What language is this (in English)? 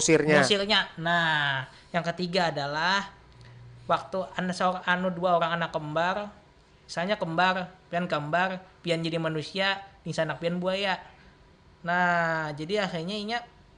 Banjar